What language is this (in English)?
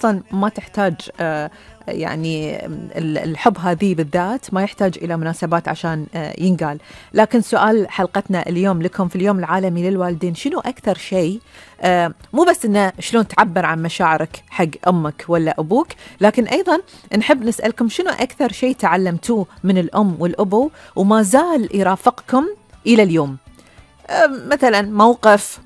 Gulf Arabic